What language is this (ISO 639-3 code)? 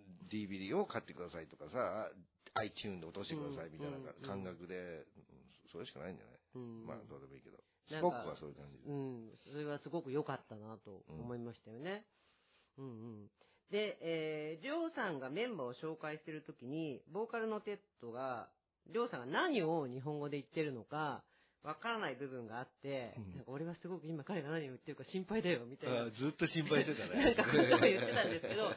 jpn